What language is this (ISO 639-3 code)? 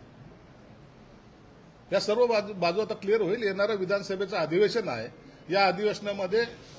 mar